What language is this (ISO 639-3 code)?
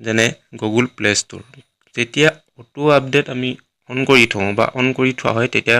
asm